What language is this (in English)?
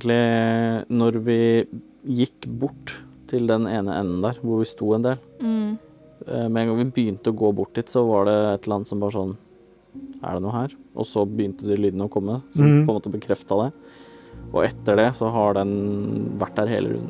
Norwegian